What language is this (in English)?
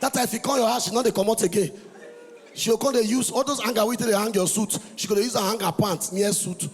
Nigerian Pidgin